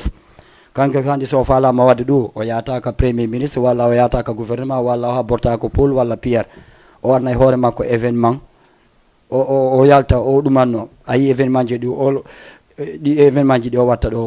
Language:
Fula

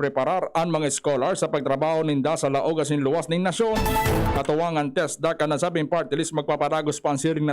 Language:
Bikol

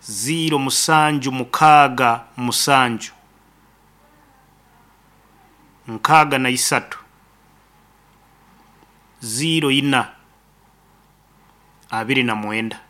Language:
Nyoro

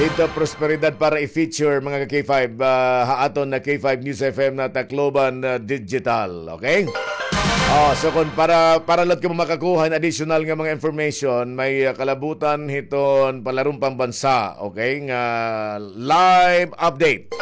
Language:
Waray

